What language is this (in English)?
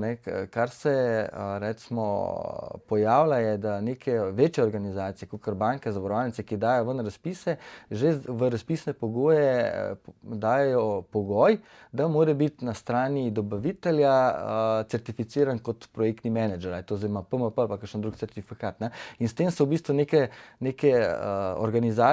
Slovenian